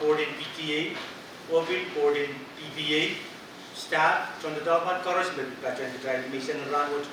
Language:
Pohnpeian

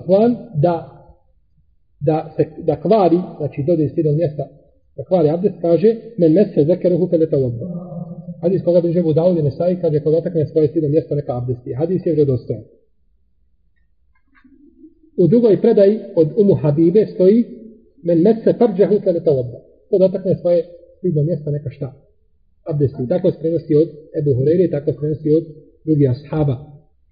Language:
Bosnian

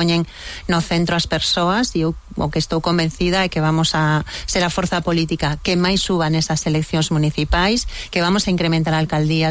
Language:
Galician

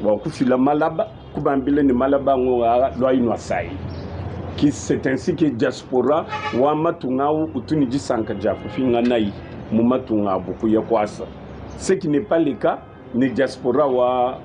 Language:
Luba-Lulua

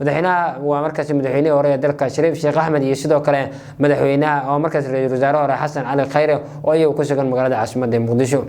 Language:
Somali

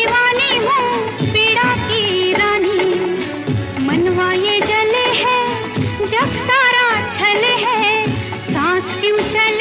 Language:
Hindi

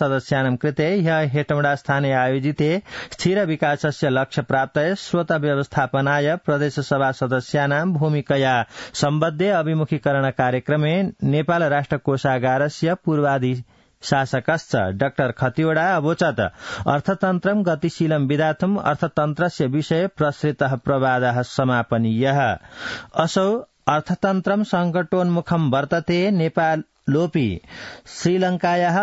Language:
Sanskrit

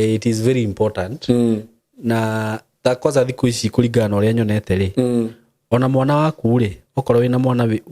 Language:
Kikuyu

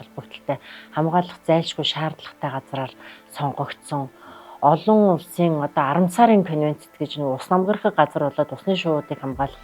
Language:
Mongolian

